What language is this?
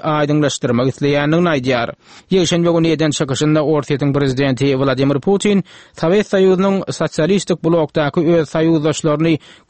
Turkmen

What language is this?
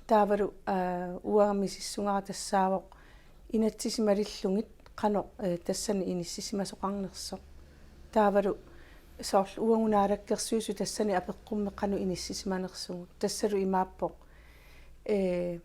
Kalaallisut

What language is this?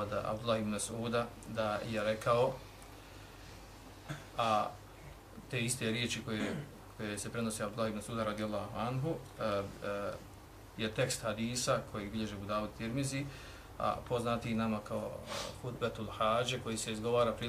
Bosnian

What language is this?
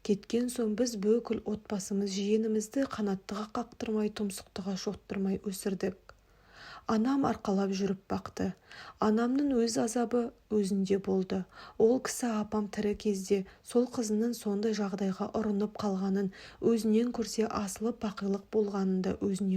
Kazakh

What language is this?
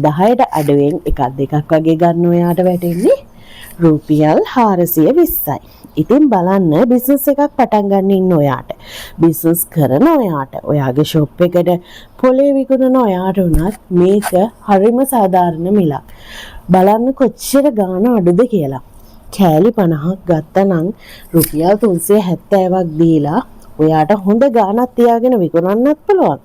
Sinhala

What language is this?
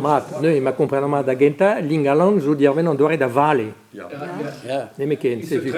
Breton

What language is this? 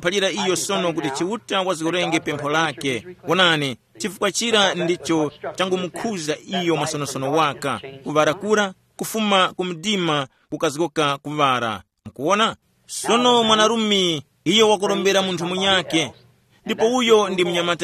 Tumbuka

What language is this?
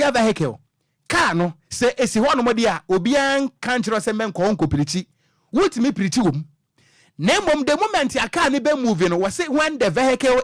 Akan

